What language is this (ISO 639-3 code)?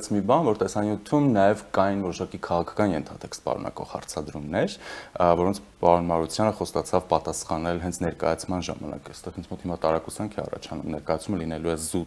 hye